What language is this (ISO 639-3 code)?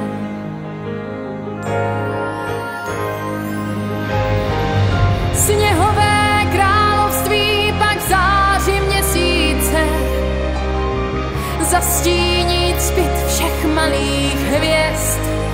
ces